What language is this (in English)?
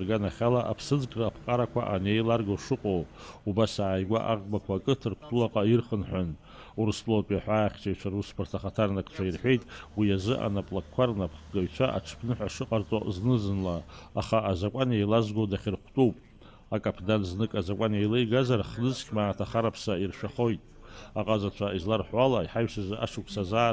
Abkhazian